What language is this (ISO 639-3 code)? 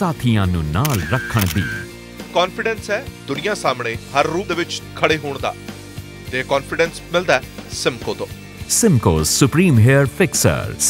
pan